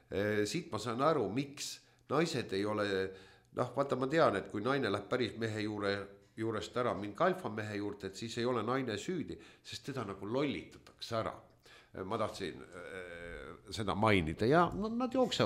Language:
Estonian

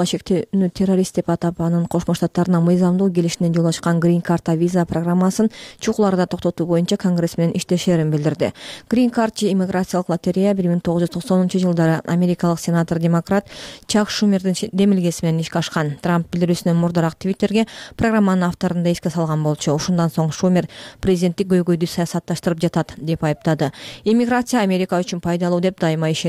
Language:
Kyrgyz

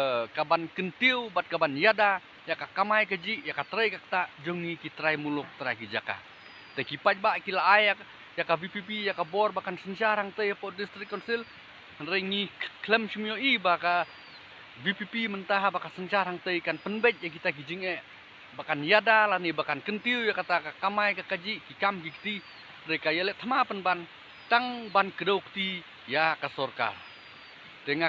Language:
Khasi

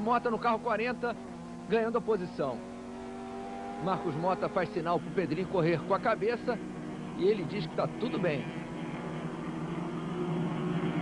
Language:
Portuguese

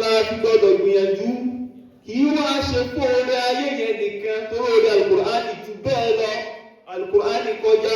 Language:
Yoruba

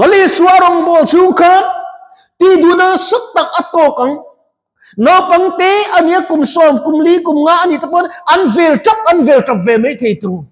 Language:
Mizo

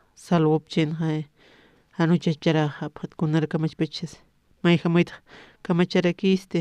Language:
Aymara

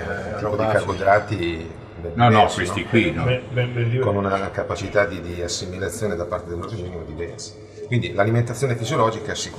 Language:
Italian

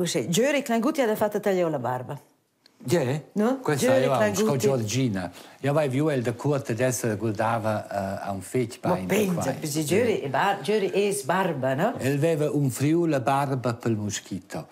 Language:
Romansh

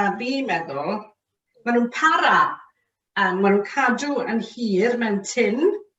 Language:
Welsh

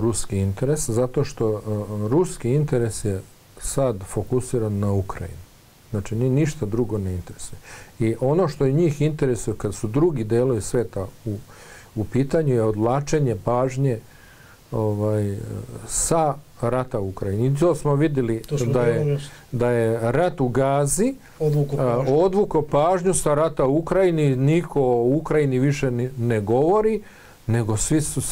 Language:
Bosnian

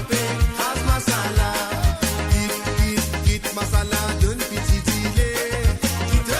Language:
Morisyen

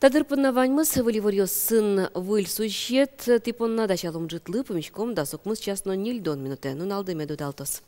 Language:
Udmurt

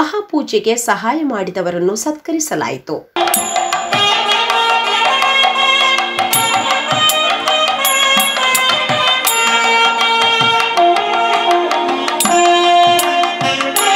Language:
Kannada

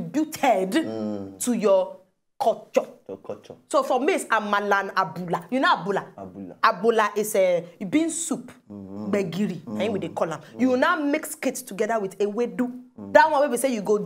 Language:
Nigerian Pidgin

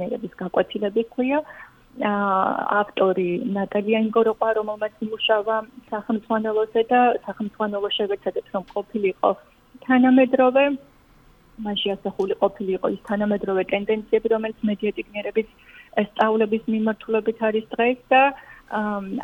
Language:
Georgian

